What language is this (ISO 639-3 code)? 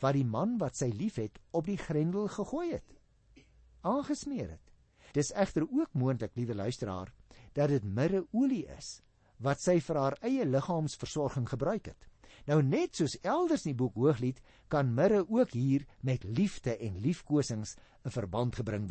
afr